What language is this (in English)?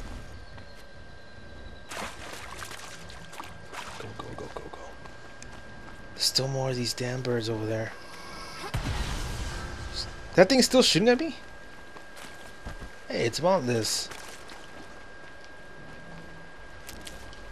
English